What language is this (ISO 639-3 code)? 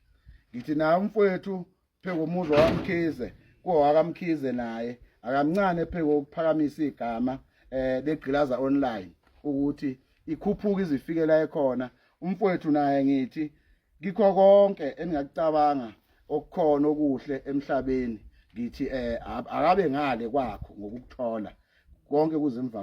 zul